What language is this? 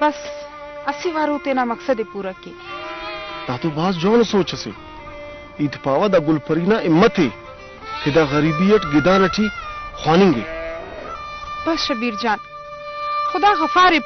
Brahui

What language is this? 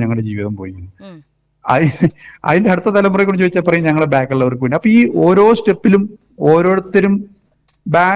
Malayalam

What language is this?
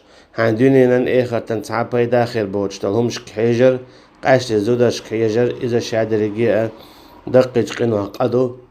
Chechen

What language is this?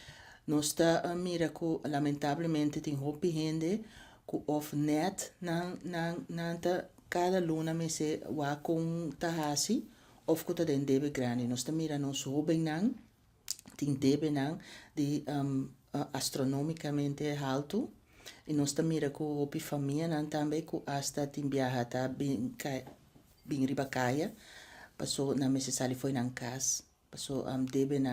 Papiamento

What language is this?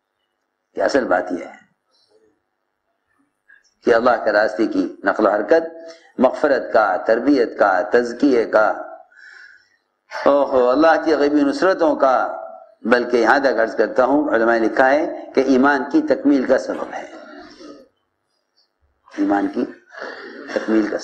Urdu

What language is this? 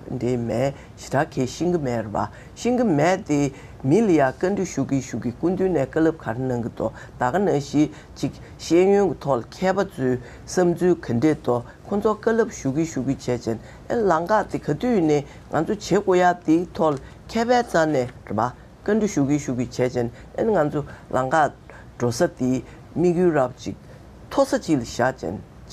Tibetan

